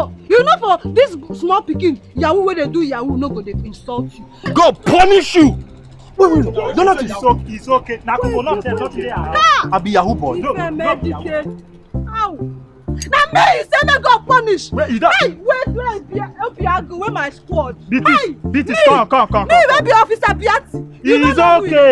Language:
Nigerian Pidgin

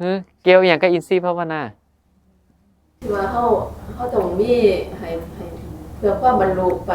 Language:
Northeastern Thai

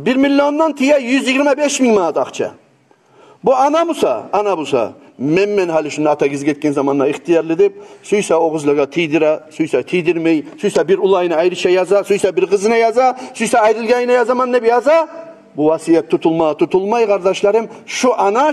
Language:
Kumyk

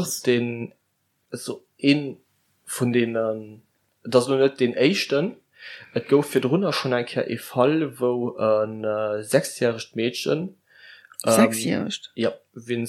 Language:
Luxembourgish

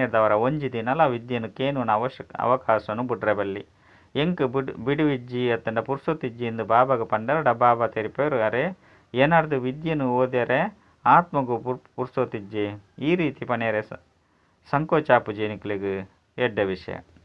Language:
Tulu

